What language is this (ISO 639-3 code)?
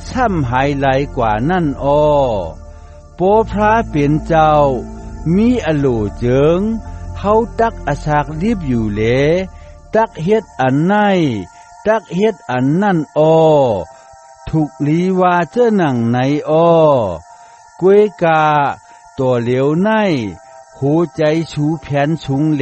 shn